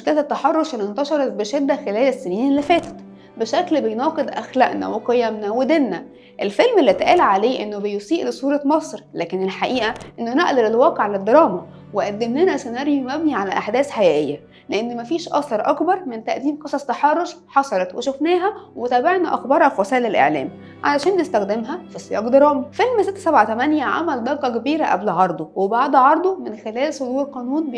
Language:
Egyptian Arabic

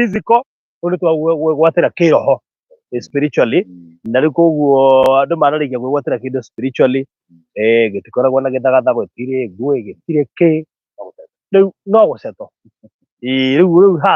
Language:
Kikuyu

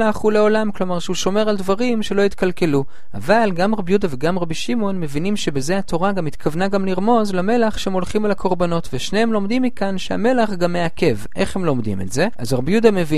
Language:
Hebrew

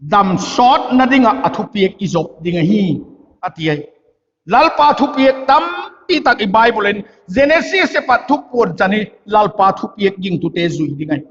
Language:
Vaiphei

